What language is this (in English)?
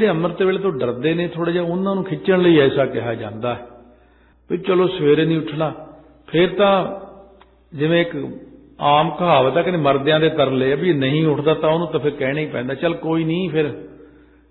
Punjabi